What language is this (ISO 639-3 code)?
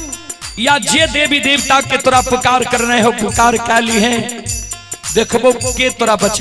mai